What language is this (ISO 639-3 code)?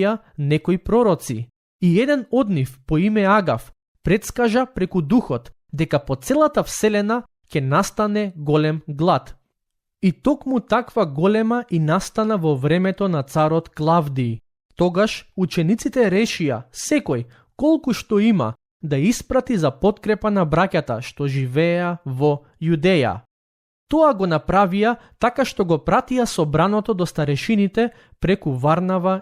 mkd